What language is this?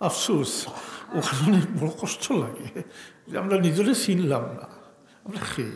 Sylheti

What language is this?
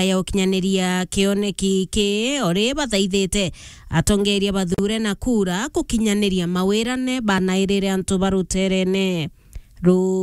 Meru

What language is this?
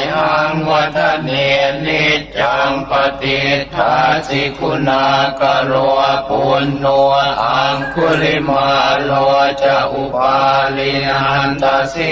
Pali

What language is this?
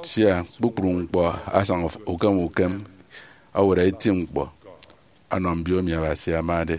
Efik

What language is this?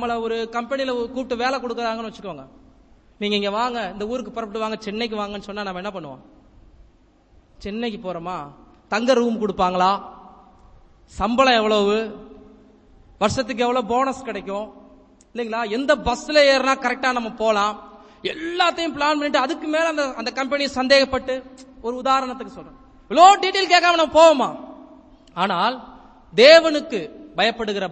Tamil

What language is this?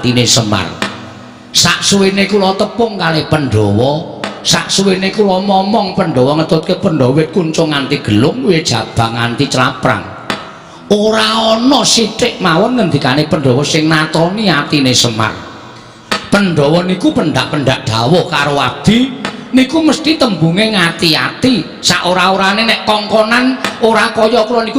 Javanese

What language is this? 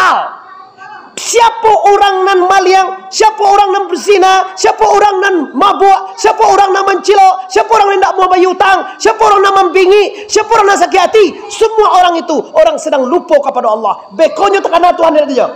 Minangkabau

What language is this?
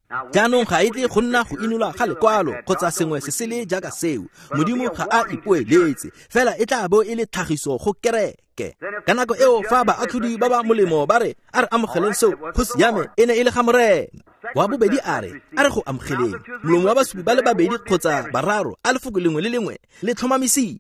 Tswana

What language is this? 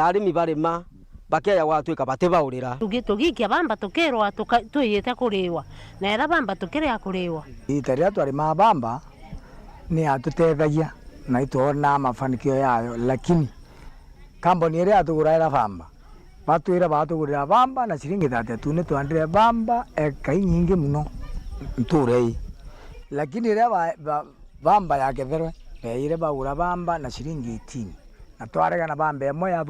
Meru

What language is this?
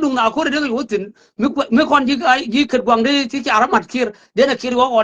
Nuer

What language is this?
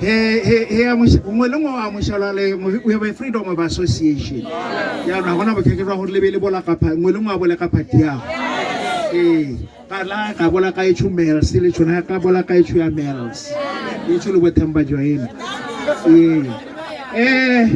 Tswana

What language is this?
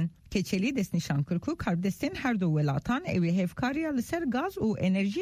Kurdish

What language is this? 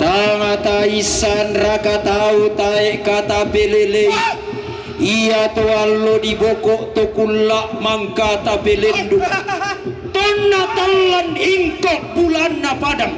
Toraja-Sa'dan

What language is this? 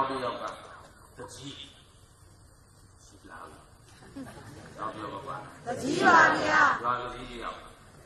Burmese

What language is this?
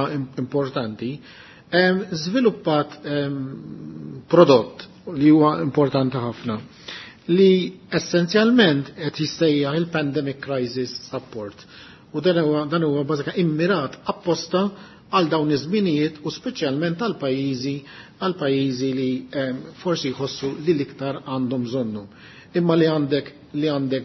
Maltese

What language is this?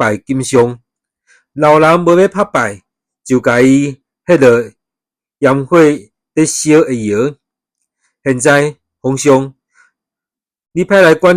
Min Nan Chinese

